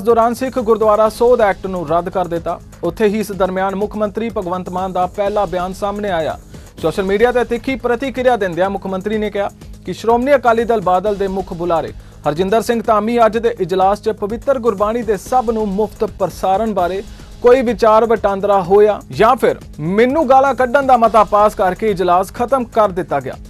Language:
Punjabi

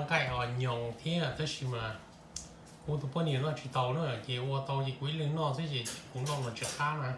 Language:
Hmong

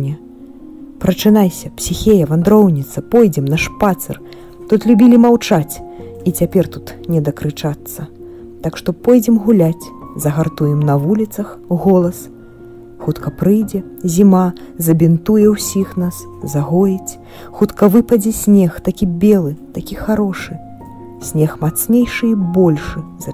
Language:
Belarusian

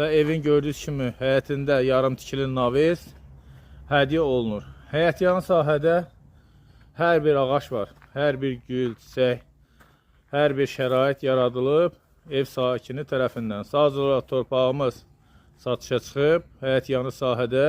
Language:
Azerbaijani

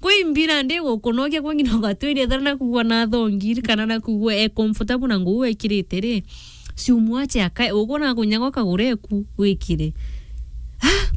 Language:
Meru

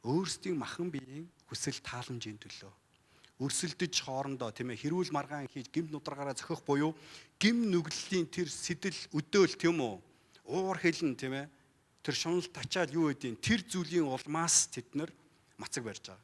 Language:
Mongolian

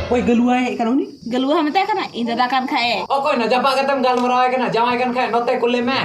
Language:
Santali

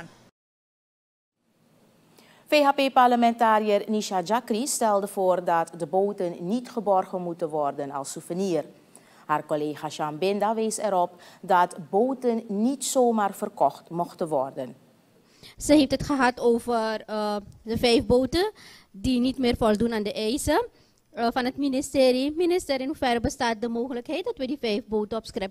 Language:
Dutch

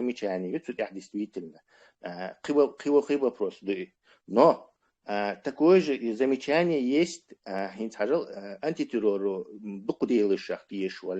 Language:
Chechen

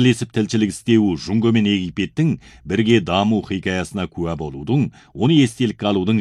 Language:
Kazakh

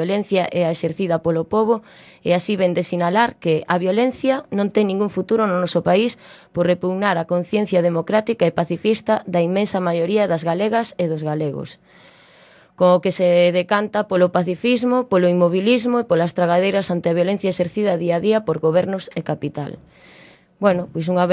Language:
Galician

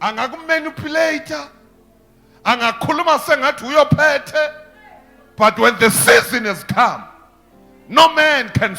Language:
Zulu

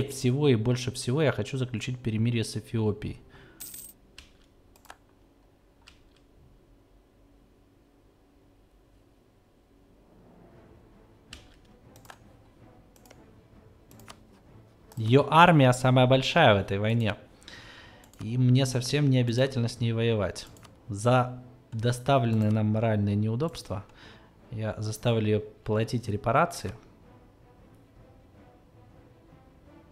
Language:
Russian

